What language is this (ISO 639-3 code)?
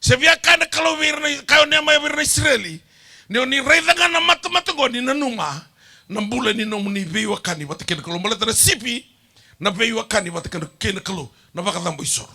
fij